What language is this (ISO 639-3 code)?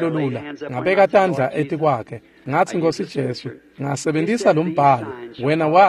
ssw